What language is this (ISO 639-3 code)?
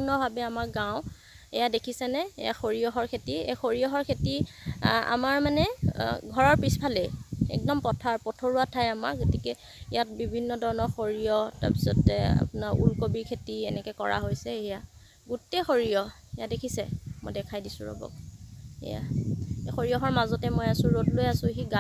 asm